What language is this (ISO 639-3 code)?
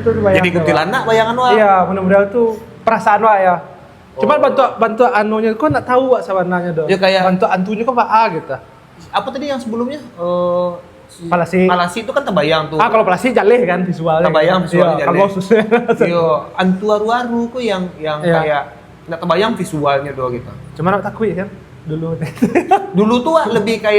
min